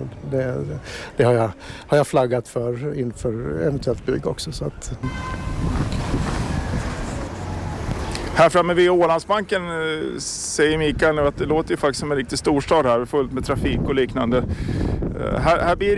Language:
Swedish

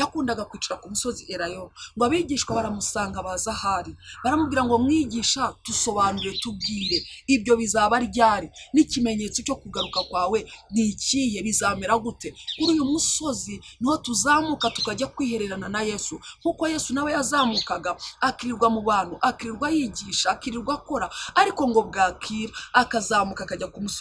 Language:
Kinyarwanda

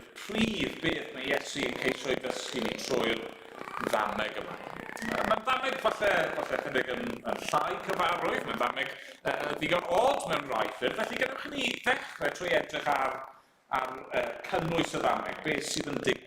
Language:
Welsh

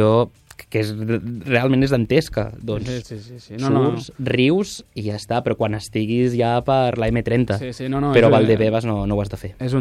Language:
Catalan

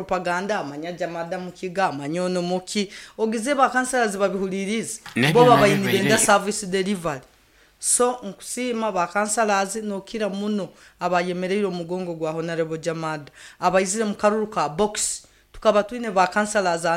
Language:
Nyoro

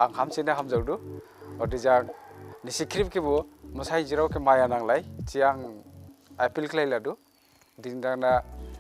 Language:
Dimasa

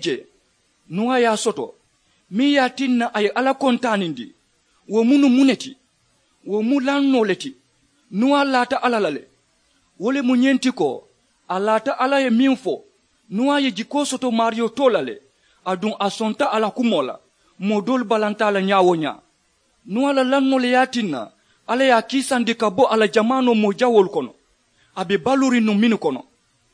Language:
Mandingo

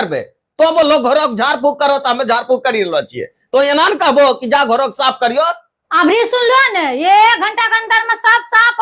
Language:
Angika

